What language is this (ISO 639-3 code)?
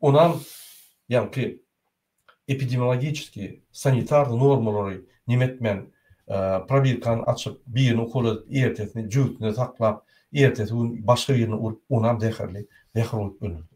tuk